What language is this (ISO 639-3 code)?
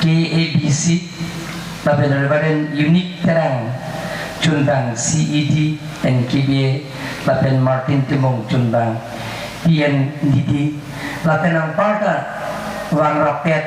mjw